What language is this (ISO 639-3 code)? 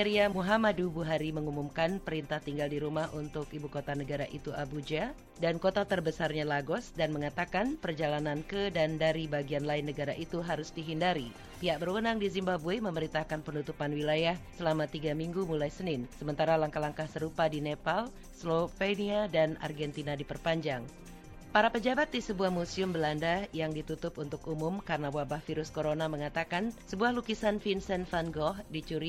ind